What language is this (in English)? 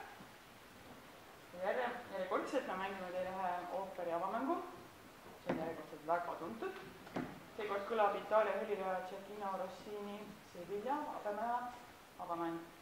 Estonian